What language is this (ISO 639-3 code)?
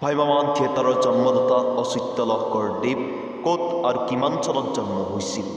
asm